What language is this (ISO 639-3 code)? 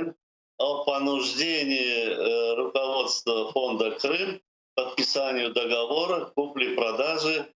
crh